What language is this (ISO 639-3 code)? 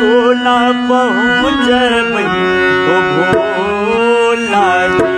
mai